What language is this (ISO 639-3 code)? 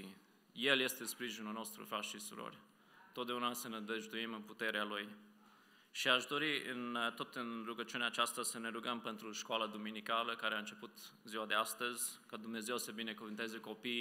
ron